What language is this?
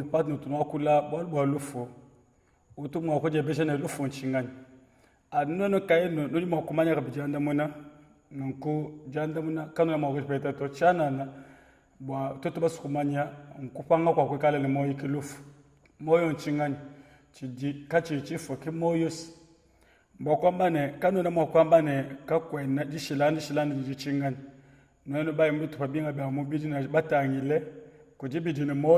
Luba-Lulua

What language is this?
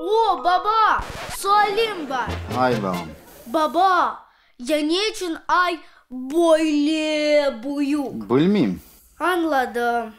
Crimean Tatar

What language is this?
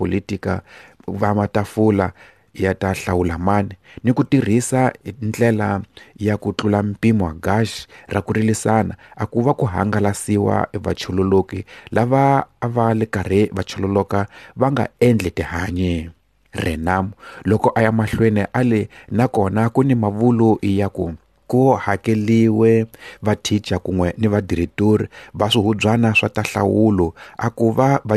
Tsonga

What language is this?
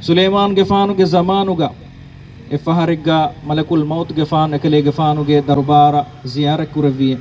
Divehi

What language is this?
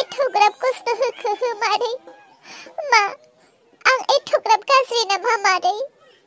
Bodo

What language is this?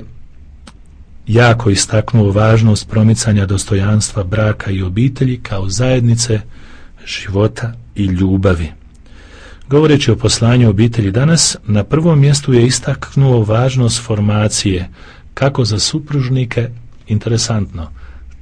Croatian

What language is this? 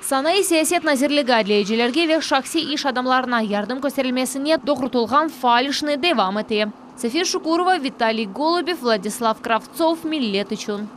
Crimean Tatar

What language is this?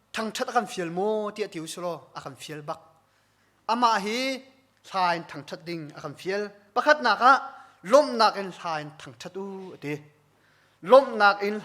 Hakha Chin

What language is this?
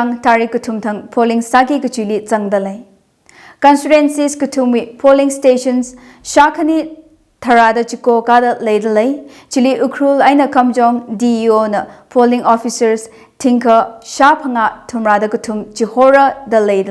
Tangkhul Naga (India)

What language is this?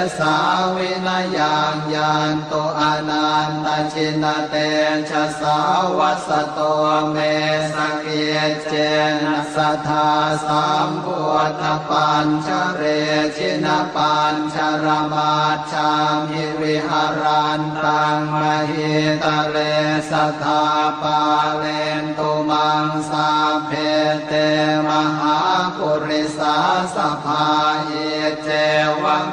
Pali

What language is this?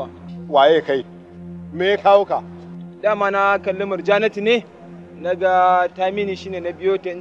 Hausa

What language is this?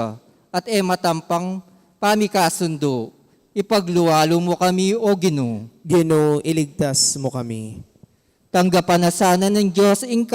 Pampanga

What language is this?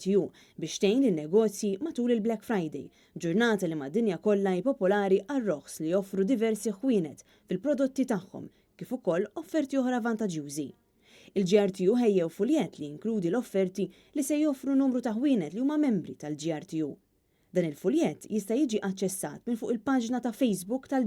Maltese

